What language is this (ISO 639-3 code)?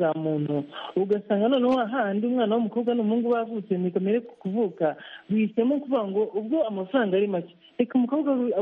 kin